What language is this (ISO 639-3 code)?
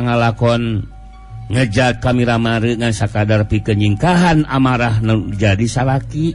sun